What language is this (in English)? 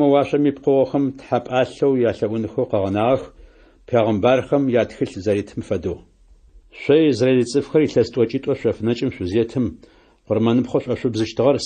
Adyghe